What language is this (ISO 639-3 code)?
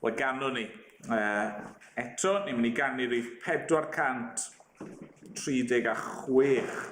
cym